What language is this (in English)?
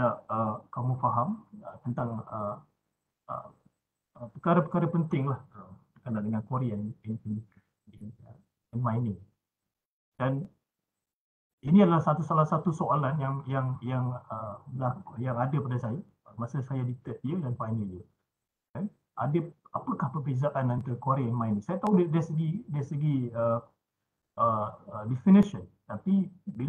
Malay